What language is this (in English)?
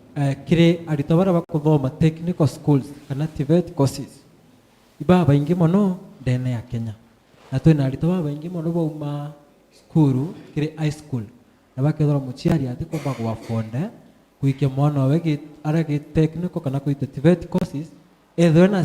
Meru